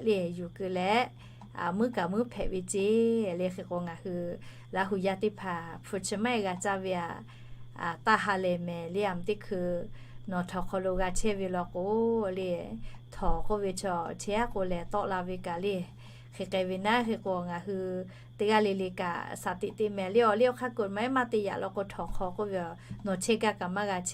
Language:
Lahu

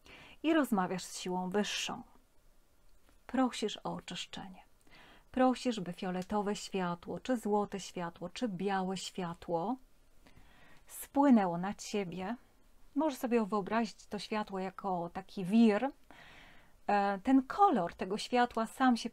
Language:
Polish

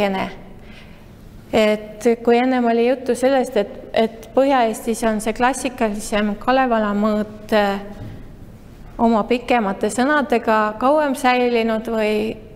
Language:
Estonian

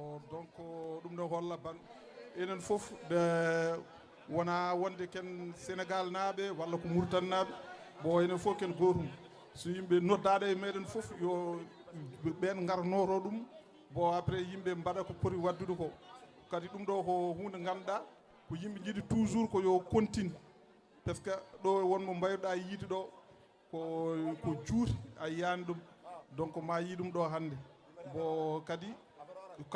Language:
Fula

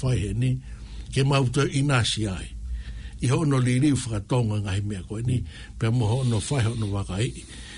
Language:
Tongan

